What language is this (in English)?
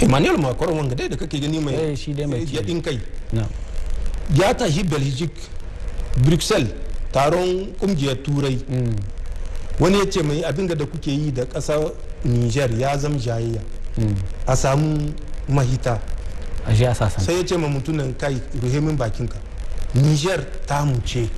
Hausa